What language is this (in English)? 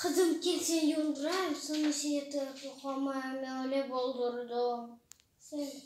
Crimean Tatar